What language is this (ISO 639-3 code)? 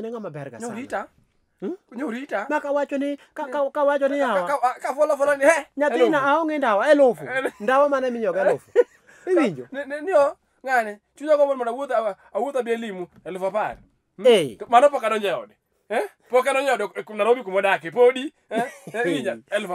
luo